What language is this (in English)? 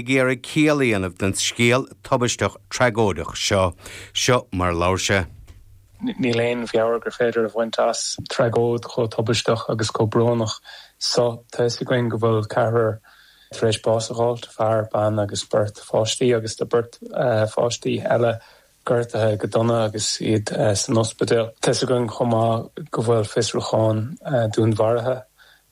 Irish